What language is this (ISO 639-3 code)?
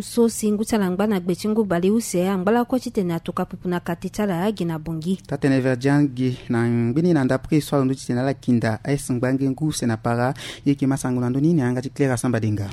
sag